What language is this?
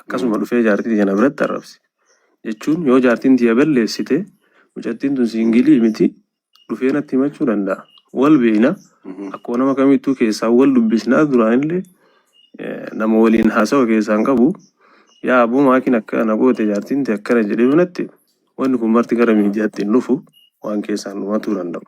Oromo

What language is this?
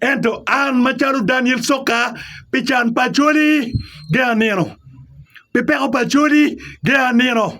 Acoli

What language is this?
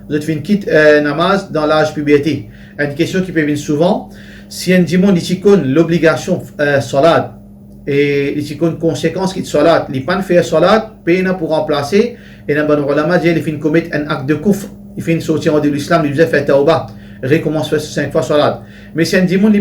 Morisyen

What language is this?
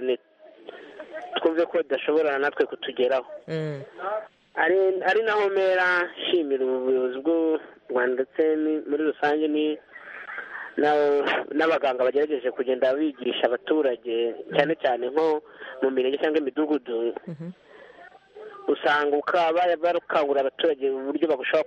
Kinyarwanda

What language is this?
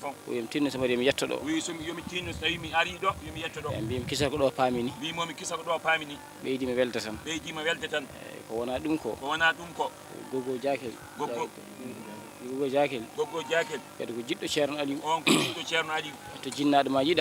Fula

